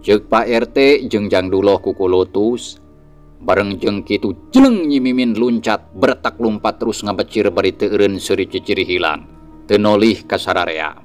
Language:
Sundanese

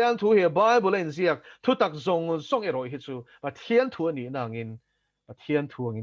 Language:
Mizo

